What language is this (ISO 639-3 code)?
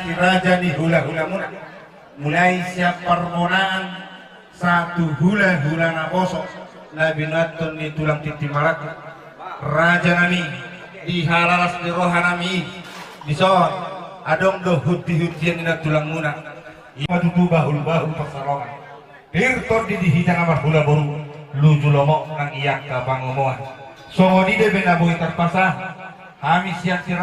bbc